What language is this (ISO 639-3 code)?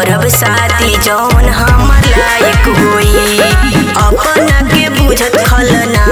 bho